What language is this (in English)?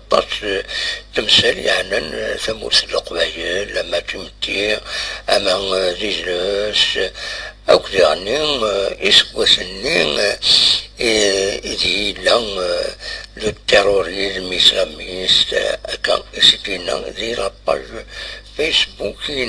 Kabyle